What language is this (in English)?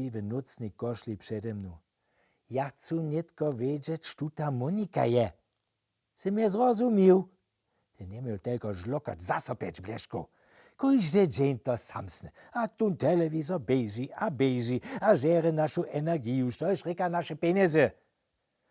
Upper Sorbian